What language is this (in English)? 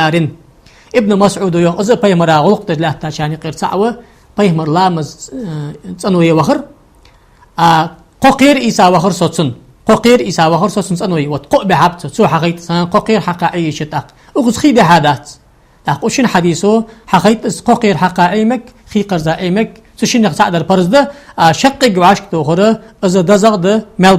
Ingush